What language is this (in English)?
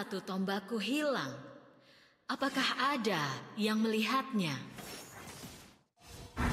Indonesian